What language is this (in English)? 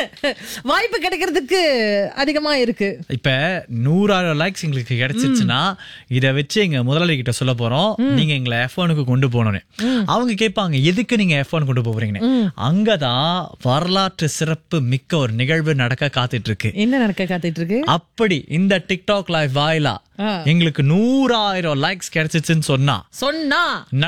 Tamil